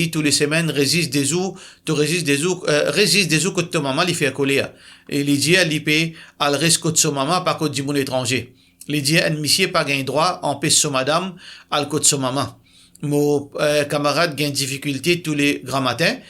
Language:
Morisyen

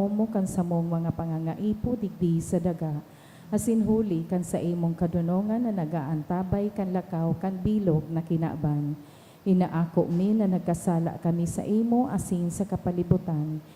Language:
Bikol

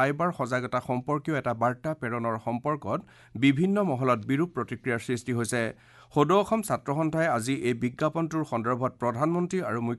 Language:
Assamese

